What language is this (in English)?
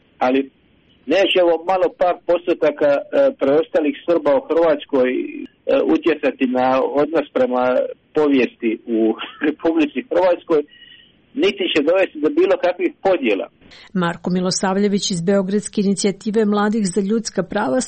Croatian